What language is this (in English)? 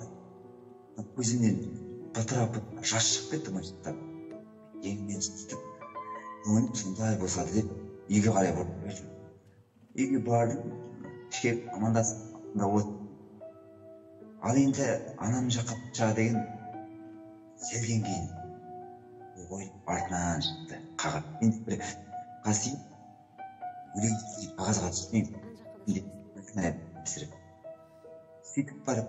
Kazakh